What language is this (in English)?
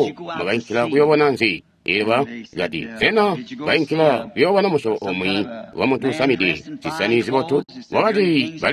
Tonga (Zambia)